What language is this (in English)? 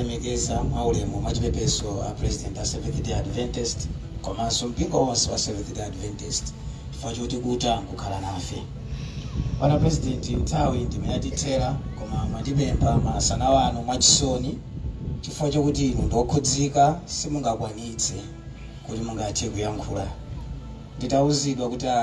Nyanja